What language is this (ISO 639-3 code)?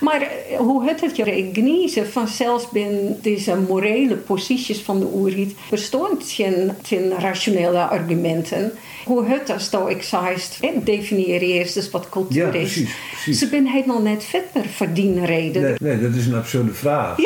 fry